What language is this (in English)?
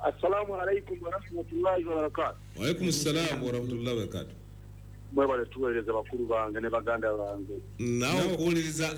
Ganda